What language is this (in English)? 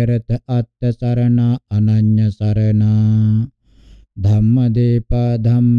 Pali